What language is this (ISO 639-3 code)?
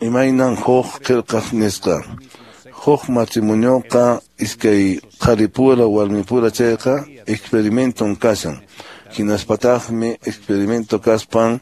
que